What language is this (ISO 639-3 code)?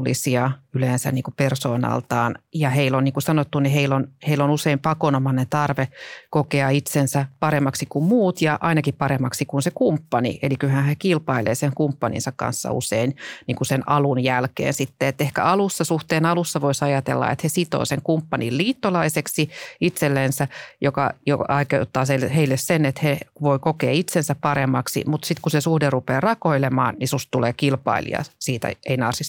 fin